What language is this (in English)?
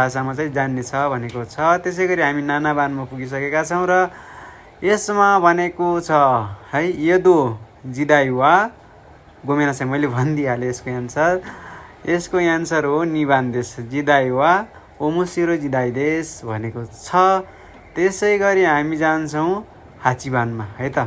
Nepali